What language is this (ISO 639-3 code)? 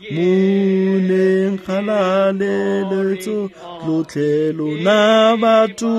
tsn